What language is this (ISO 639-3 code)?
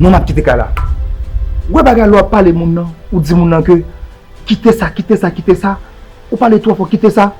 hat